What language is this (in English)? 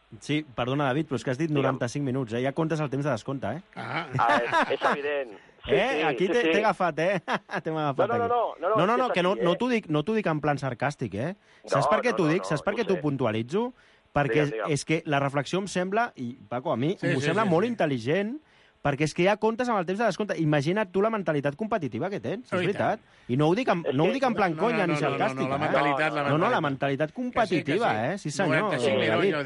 Catalan